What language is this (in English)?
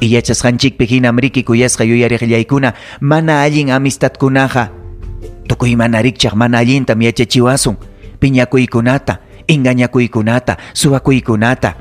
Ayacucho Quechua